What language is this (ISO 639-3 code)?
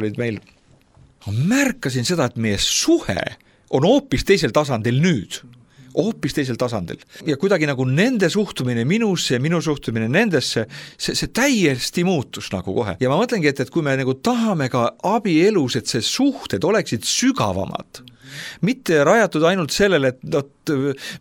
est